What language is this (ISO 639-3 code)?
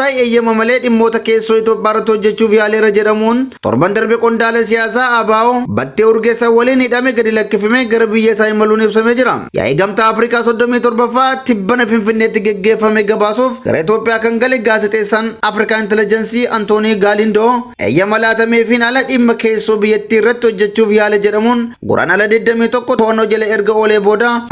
orm